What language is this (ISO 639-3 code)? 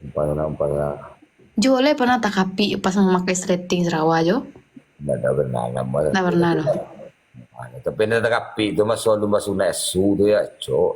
min